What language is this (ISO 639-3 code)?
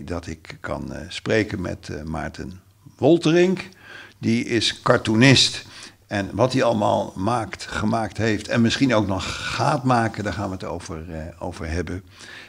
nld